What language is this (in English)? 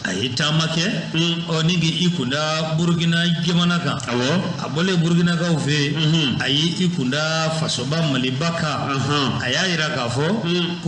Bambara